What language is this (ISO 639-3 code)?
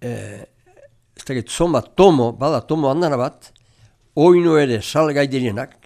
eus